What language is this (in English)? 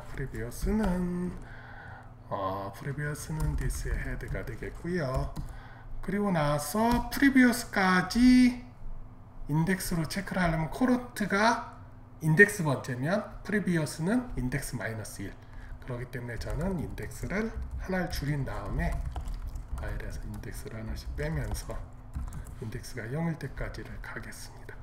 Korean